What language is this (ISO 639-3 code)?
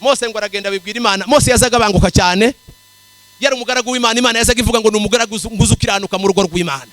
kin